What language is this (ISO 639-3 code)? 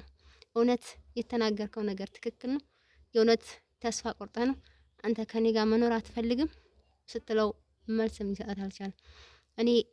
amh